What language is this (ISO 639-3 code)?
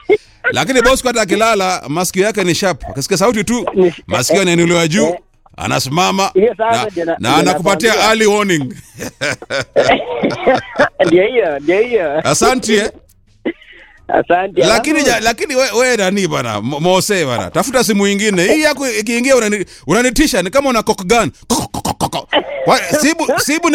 swa